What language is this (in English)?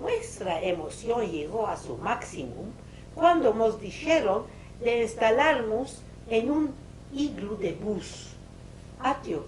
Ladino